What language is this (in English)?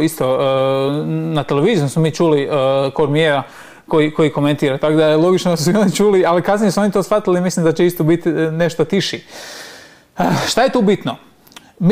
Croatian